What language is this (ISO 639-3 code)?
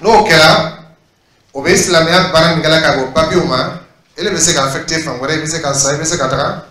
dyu